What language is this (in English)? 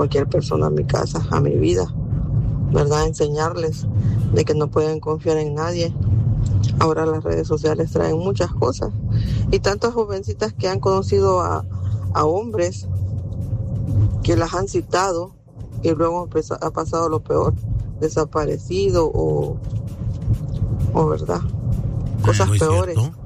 Spanish